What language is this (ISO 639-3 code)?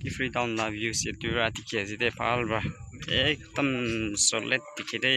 nag